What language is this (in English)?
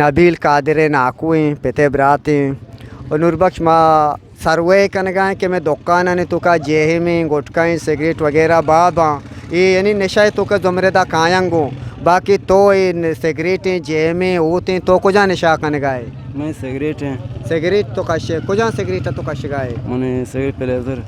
Eastern Balochi